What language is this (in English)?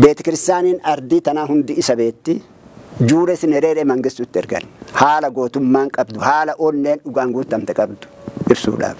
Oromo